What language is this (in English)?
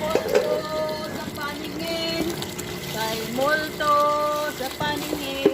Hiligaynon